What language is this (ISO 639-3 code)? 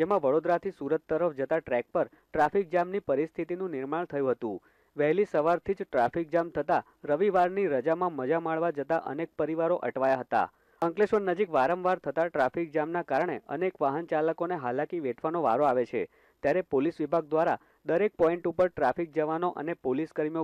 guj